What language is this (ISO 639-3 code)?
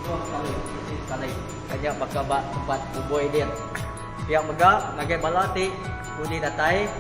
iba